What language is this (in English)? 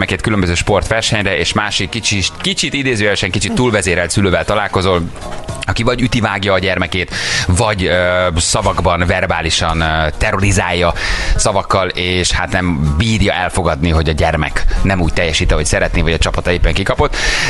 Hungarian